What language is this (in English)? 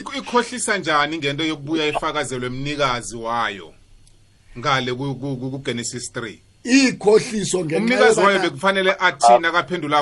South Ndebele